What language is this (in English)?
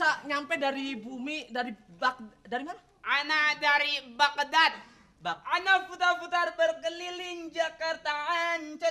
Betawi